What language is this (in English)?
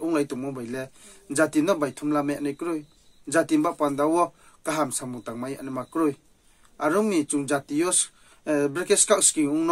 Riang (India)